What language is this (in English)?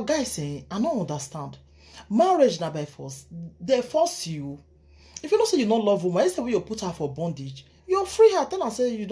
Nigerian Pidgin